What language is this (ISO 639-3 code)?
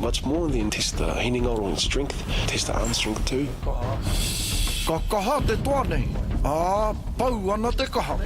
mri